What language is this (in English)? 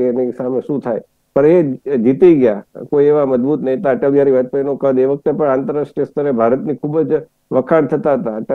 Gujarati